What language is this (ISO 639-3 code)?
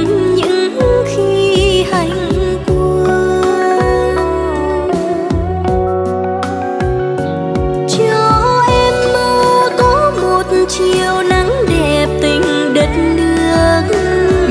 vie